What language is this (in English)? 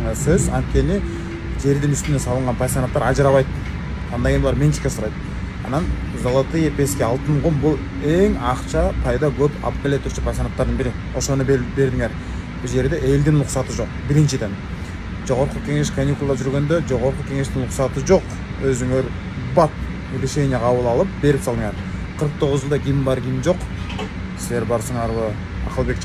Kyrgyz